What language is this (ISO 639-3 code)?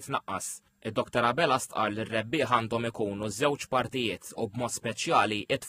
mlt